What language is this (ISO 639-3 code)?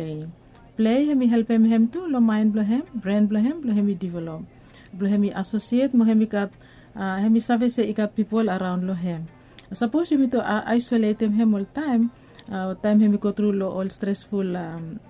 bis